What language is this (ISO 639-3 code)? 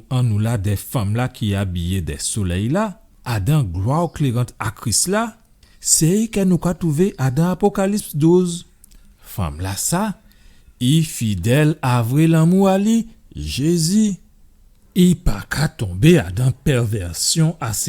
gcf